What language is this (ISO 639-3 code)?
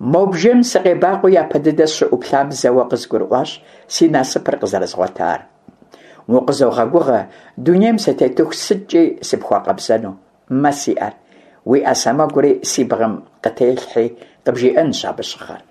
kbd